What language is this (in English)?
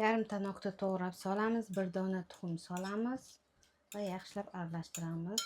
Uzbek